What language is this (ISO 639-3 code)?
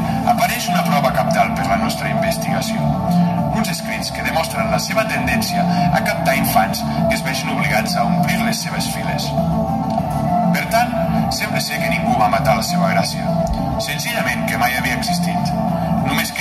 cat